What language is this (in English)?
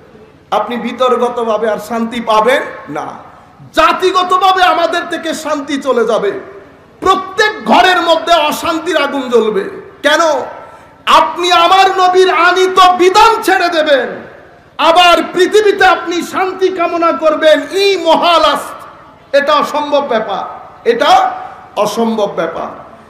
Bangla